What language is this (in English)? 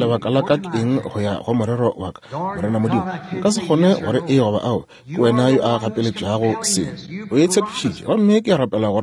Northern Sotho